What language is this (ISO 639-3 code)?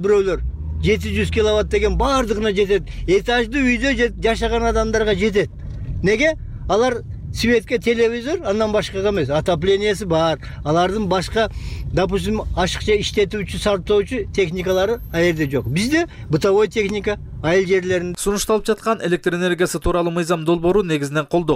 kir